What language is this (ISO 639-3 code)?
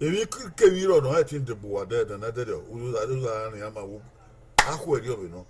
bin